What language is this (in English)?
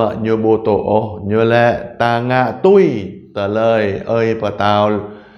Jarai